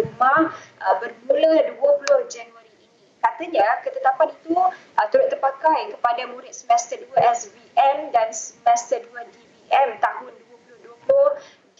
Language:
Malay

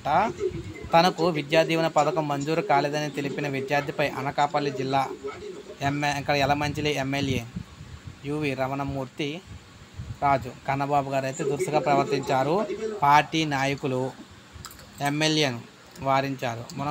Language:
Telugu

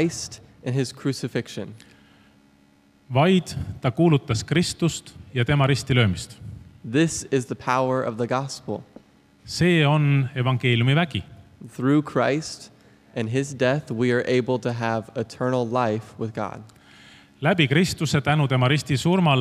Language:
Estonian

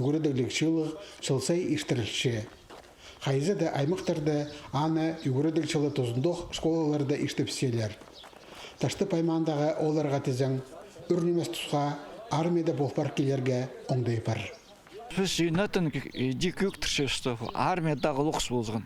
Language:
Khakas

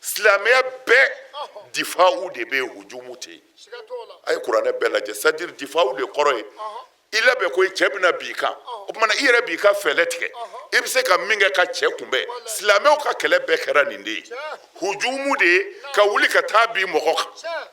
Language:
Bambara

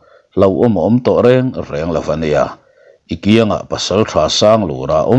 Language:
Mizo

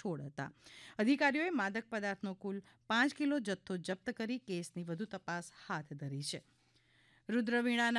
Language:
Gujarati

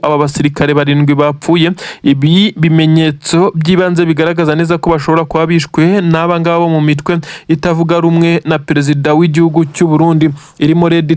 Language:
Kinyarwanda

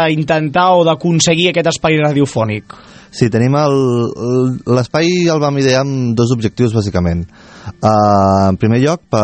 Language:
Catalan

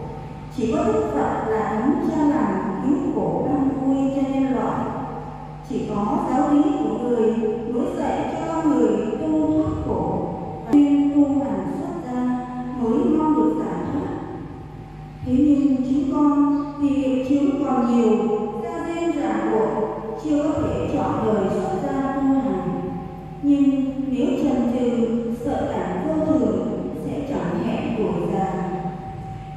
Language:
Vietnamese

